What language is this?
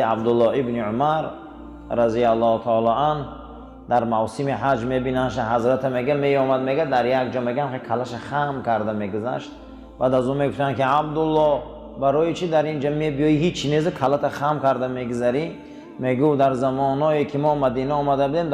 Tajik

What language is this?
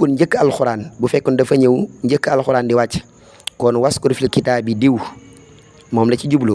Wolof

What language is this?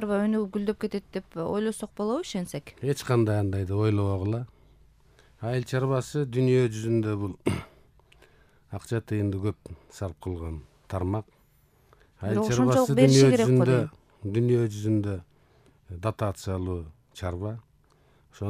Kyrgyz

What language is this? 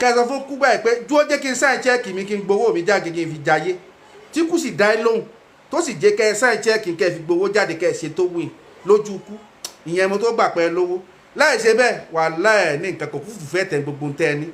Yoruba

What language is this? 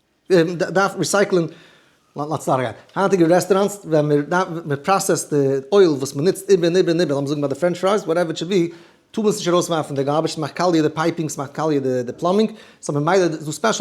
Yiddish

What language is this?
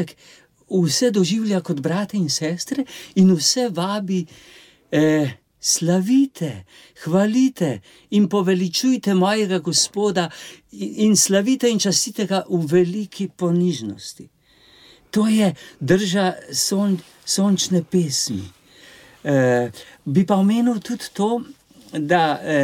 Slovenian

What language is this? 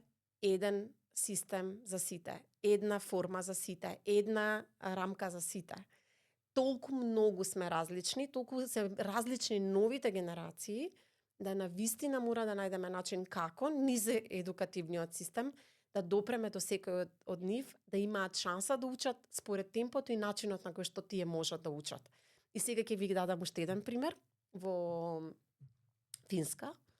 Macedonian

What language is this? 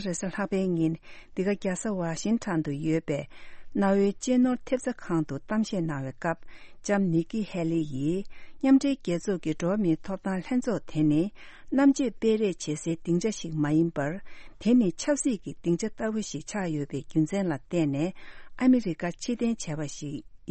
Tibetan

